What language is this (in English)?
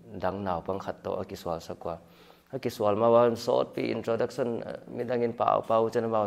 Paite Chin